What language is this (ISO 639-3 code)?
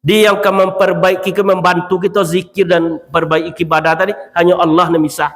min